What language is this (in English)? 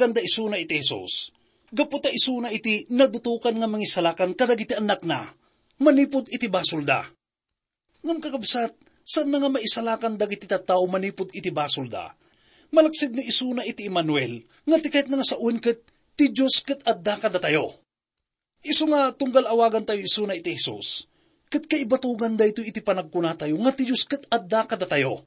Iloko